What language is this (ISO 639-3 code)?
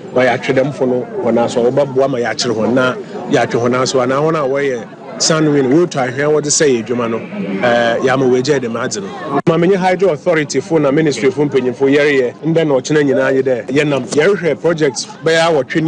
aka